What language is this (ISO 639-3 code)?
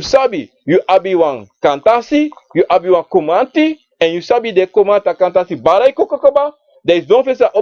srn